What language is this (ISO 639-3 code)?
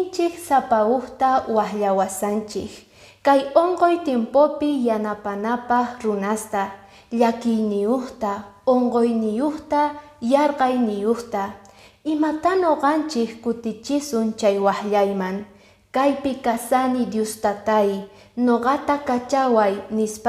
que